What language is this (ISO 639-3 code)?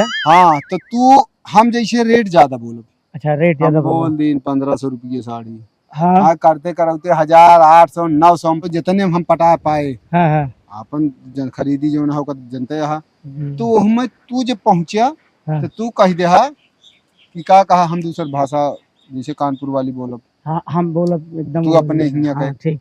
awa